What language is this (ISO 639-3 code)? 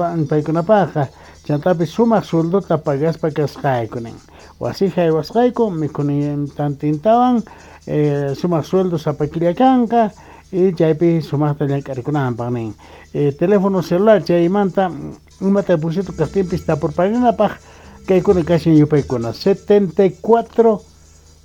quh